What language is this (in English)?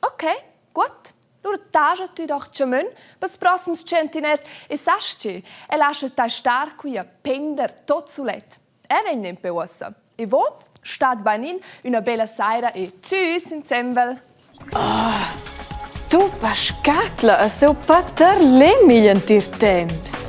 Romansh